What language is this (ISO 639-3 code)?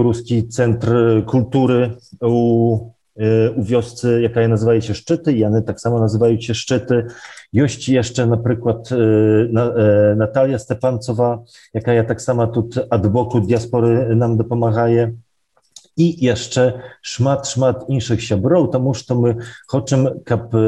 bel